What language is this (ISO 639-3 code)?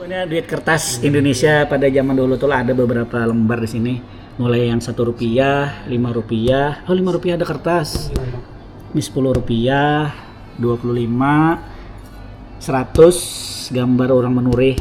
bjn